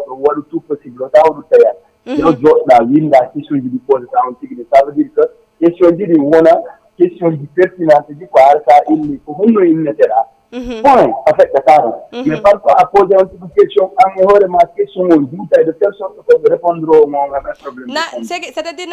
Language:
Fula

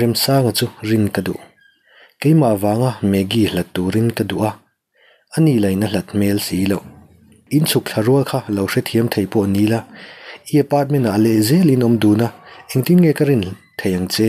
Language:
Mizo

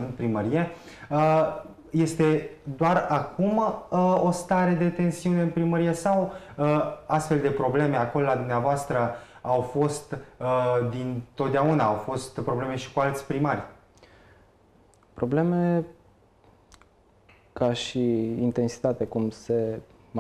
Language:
Romanian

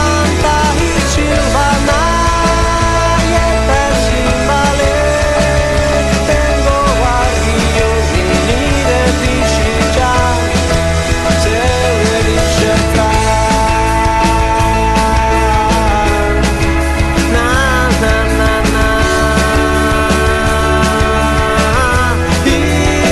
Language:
Basque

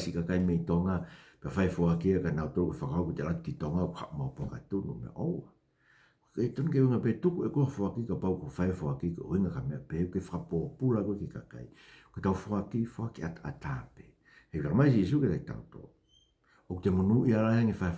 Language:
Tongan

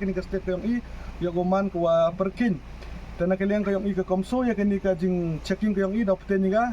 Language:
Khasi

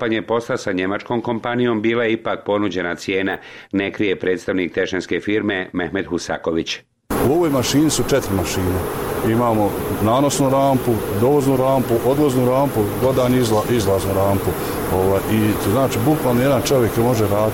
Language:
Bosnian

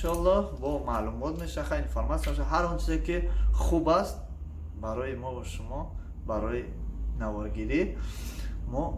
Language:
Tajik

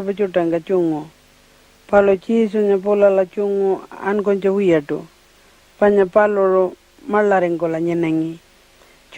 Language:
Pitjantjatjara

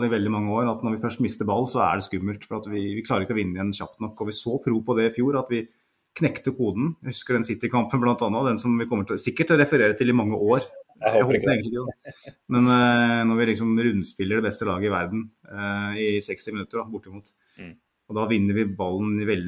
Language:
Norwegian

